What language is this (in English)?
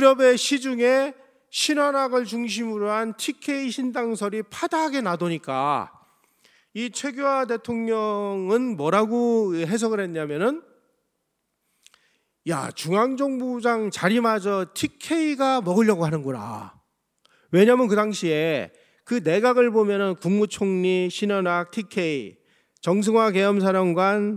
Korean